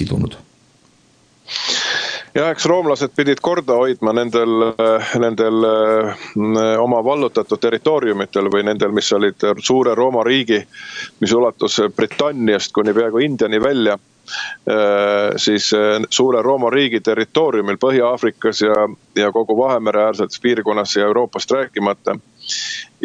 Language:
Estonian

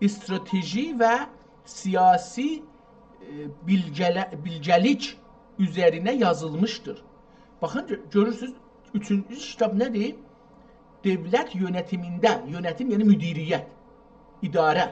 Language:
South Azerbaijani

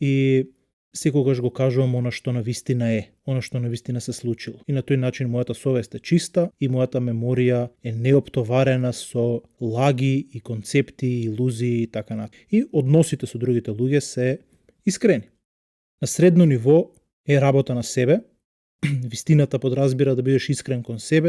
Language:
Macedonian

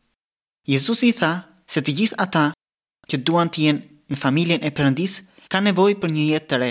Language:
Albanian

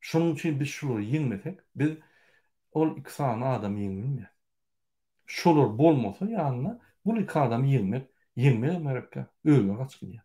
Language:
Turkmen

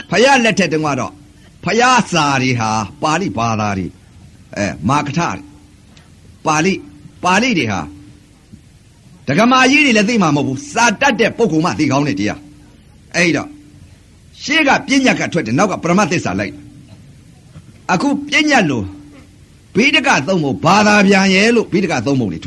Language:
Burmese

